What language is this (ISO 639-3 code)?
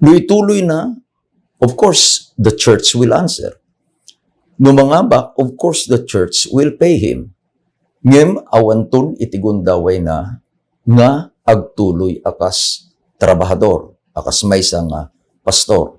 ilo